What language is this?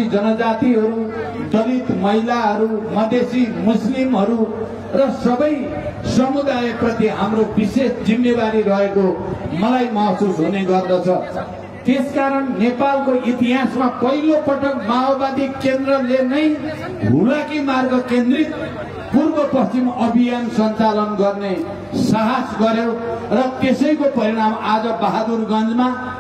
Nepali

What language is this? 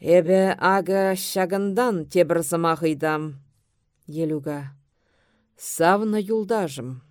Chuvash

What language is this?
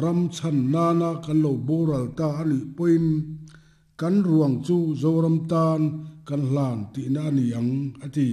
Mizo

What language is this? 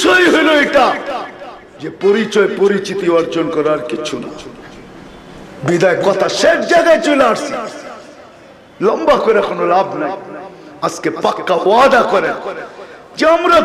Bangla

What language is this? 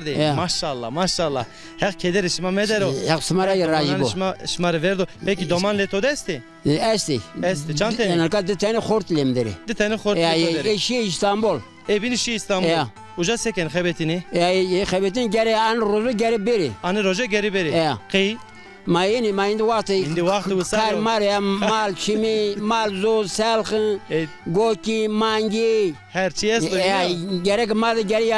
Zaza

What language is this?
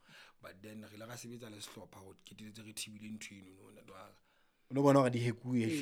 Southern Sotho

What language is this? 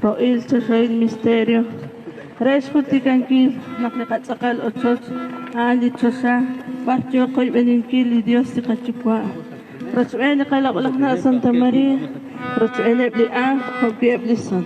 Kekchí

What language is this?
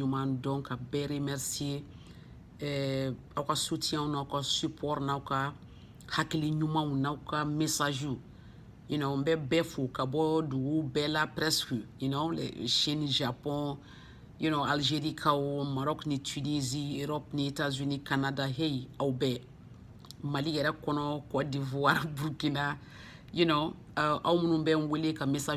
Bambara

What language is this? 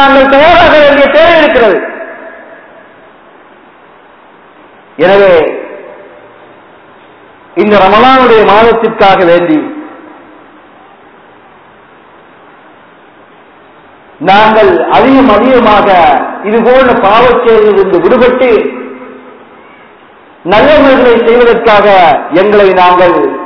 Tamil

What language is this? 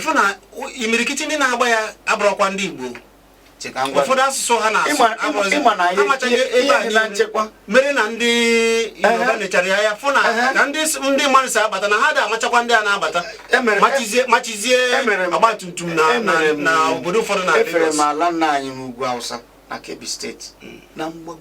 Igbo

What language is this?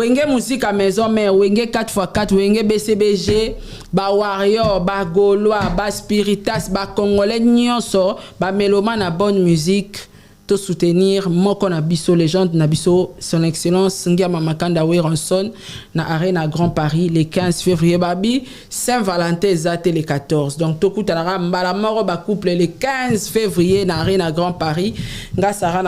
Lingala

